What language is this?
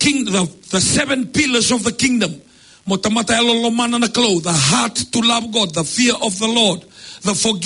Fijian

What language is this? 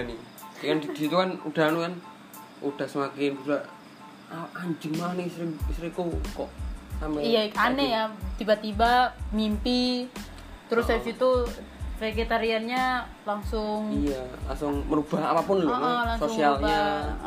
Indonesian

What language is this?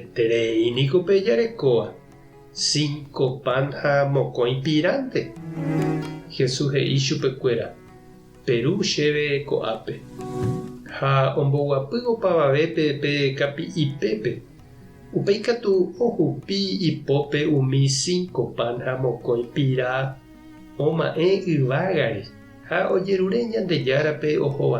Guarani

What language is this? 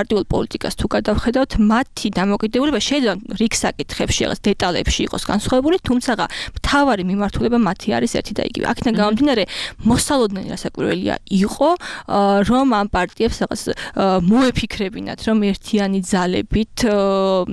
Georgian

